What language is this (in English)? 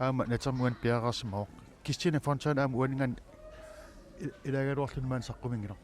Kalaallisut